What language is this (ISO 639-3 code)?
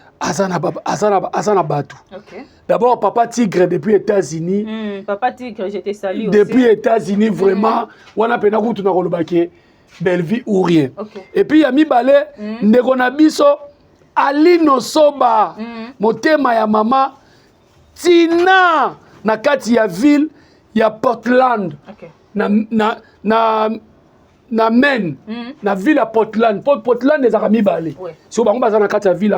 lin